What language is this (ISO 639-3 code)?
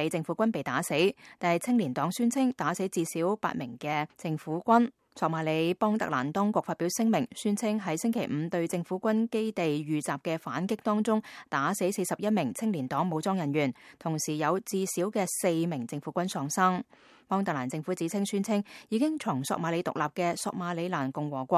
yue